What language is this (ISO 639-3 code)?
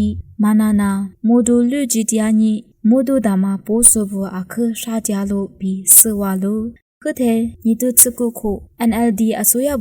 lis